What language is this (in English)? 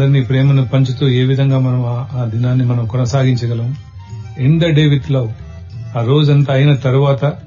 Telugu